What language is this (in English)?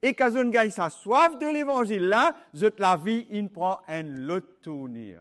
Morisyen